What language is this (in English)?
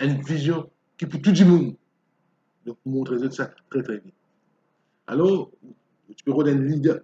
Morisyen